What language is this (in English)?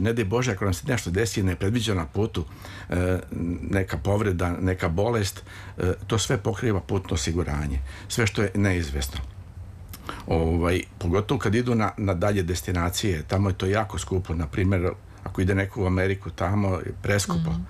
Serbian